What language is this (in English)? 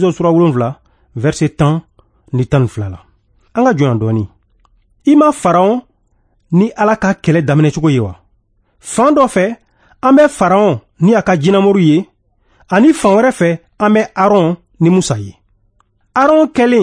Bambara